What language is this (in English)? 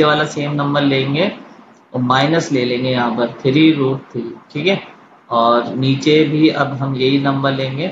Hindi